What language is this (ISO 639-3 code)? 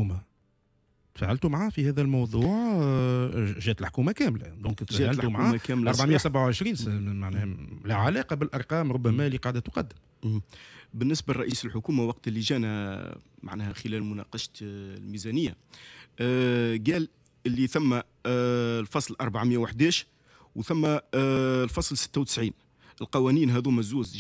aeb